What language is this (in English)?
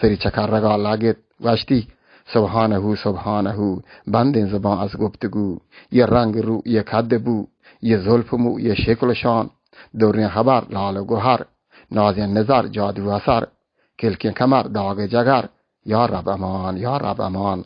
Baluchi